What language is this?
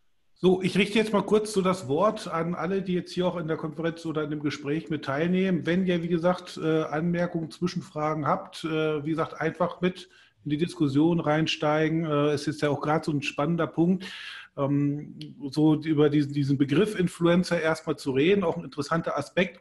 German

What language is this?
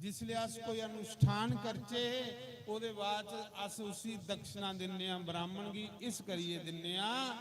Dogri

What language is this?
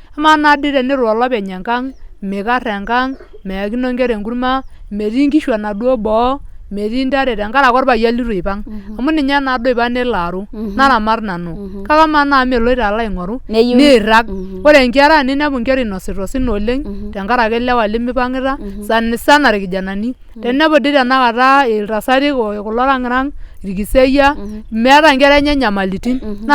Masai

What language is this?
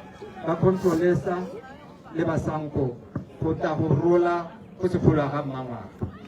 Tswana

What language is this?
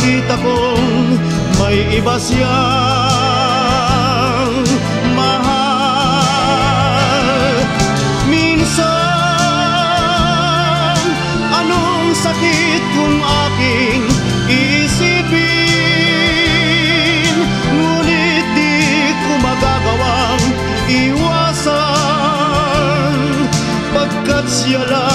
Filipino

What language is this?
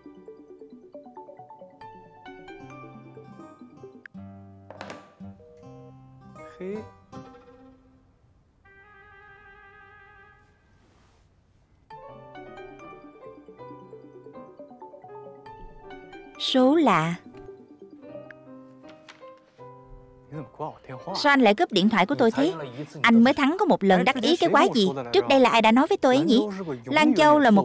Vietnamese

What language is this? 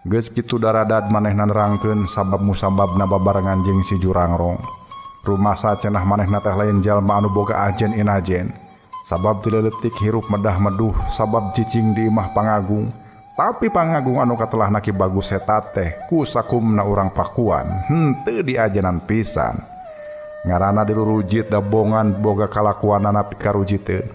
Sundanese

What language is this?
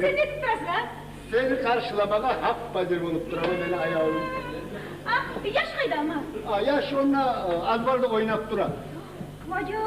Kumyk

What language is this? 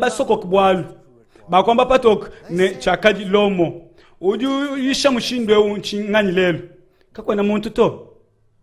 Luba-Lulua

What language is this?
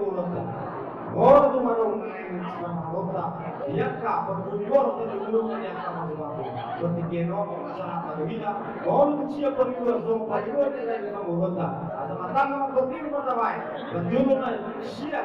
Batak Toba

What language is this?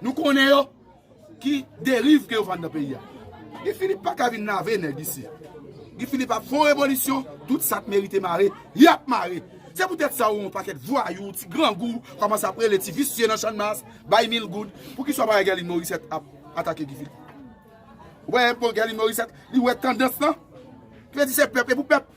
Haitian Creole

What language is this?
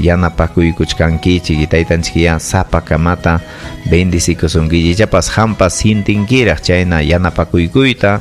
Ayacucho Quechua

